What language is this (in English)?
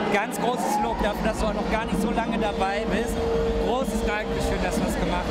German